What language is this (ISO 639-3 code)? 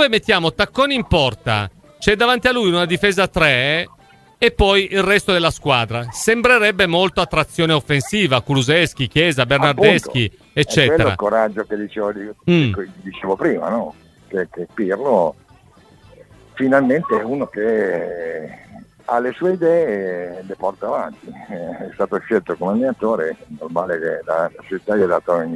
ita